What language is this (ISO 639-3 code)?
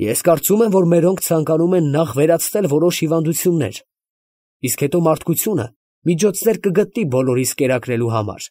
hye